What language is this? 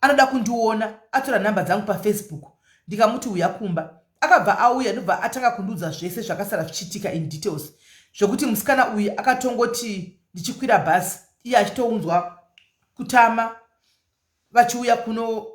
Shona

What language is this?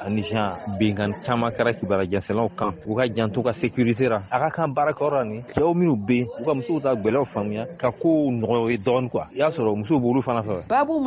Bambara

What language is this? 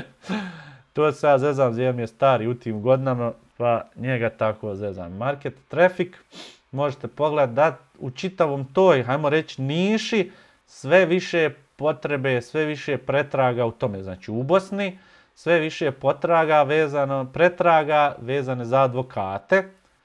Bosnian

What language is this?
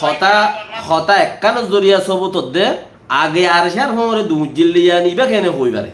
Rohingya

